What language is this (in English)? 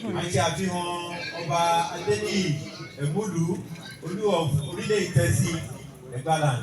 Yoruba